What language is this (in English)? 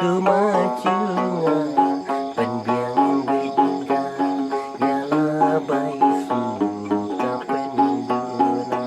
Khasi